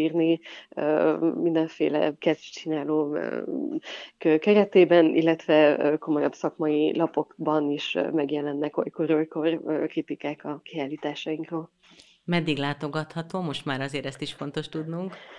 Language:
Hungarian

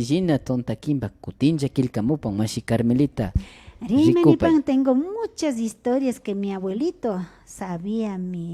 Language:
Imbabura Highland Quichua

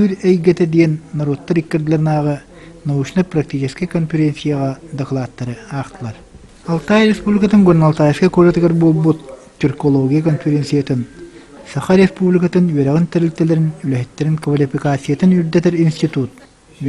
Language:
Yakut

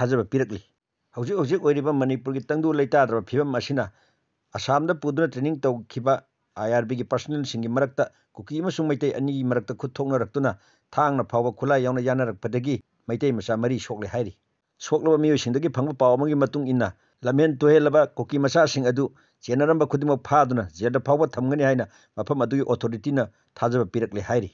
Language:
Manipuri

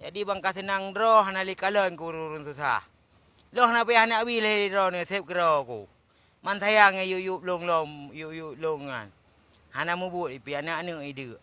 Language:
Achinese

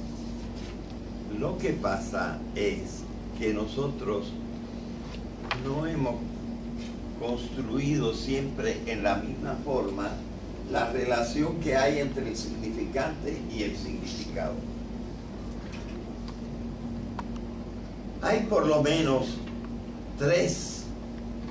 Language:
Spanish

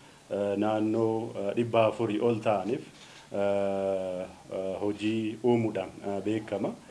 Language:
Oromo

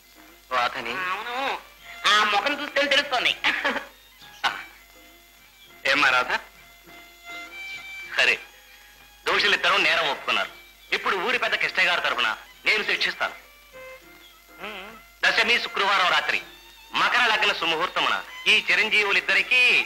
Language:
Telugu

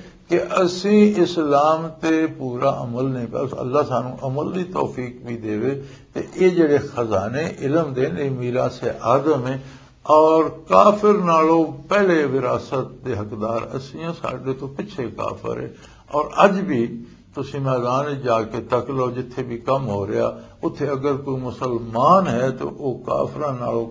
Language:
Western Panjabi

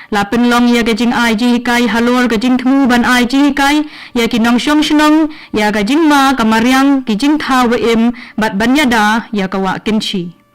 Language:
Khasi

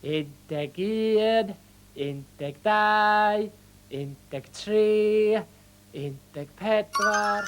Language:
Welsh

